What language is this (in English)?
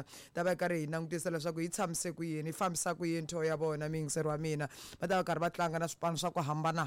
Tsonga